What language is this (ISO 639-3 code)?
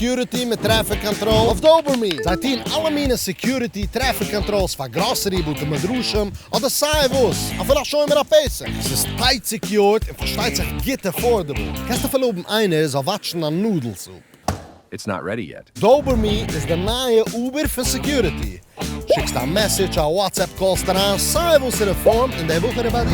yid